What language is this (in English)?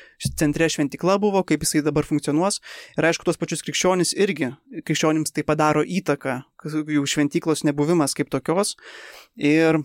Lithuanian